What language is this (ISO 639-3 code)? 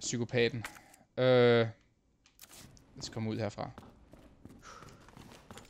dan